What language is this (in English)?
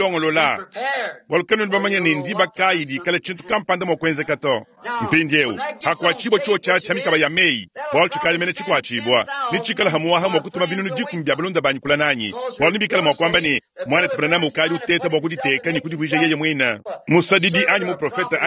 Luba-Lulua